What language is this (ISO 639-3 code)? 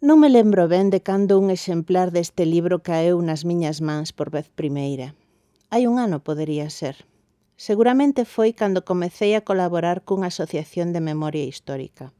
glg